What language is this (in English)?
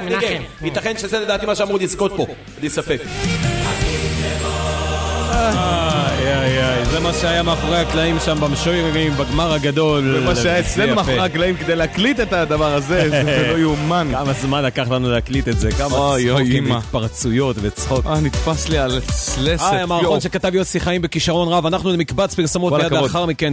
Hebrew